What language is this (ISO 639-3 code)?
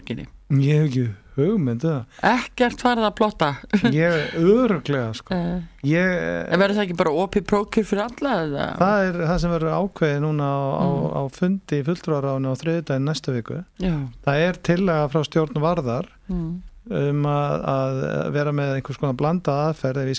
isl